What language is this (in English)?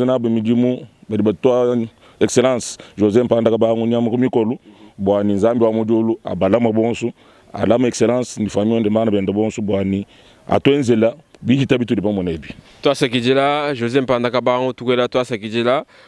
Luba-Lulua